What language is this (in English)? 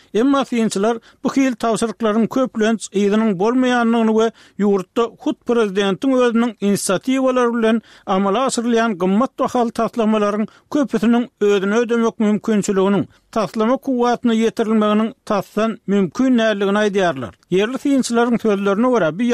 Turkmen